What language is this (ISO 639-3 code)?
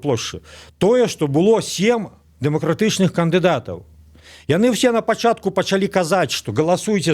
bel